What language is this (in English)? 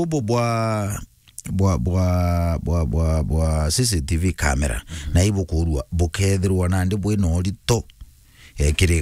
Meru